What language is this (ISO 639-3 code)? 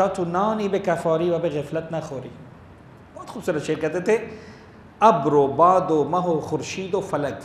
urd